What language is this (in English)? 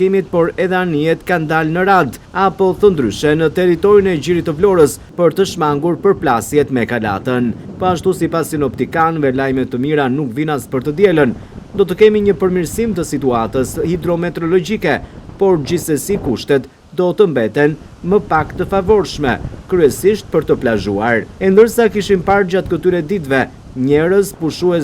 Albanian